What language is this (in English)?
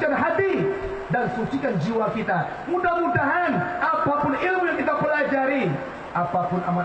Minangkabau